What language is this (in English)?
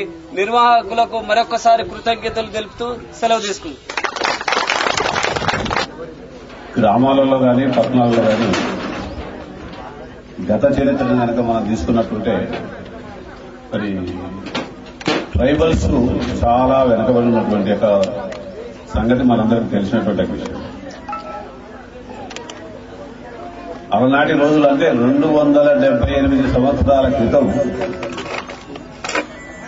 Telugu